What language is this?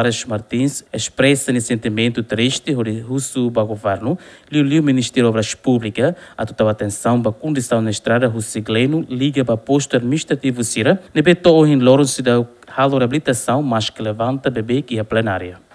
Tetum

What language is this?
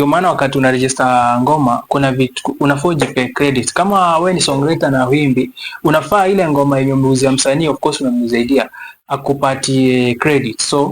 Swahili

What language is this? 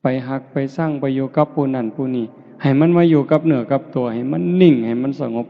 Northeastern Thai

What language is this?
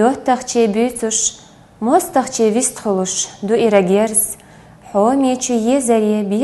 Chechen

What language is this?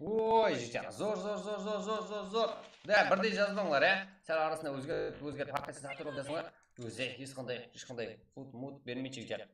Kara-Kalpak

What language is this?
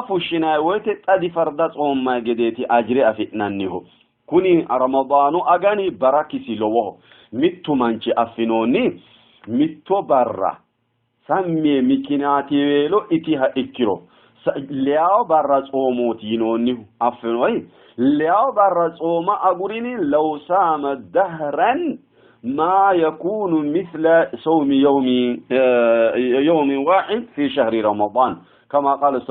Sidamo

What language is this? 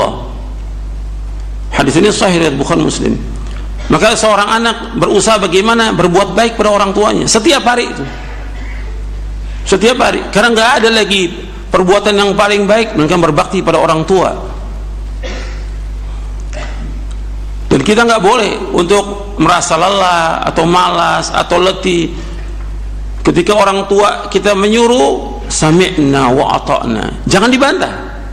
Indonesian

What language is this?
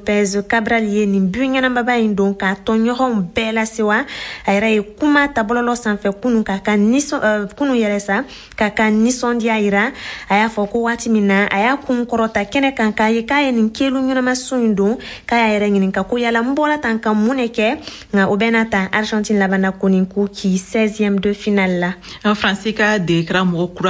Bambara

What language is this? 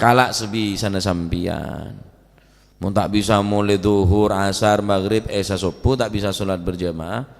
Madurese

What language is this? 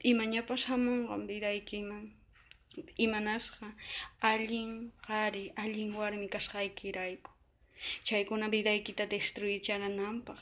Quechua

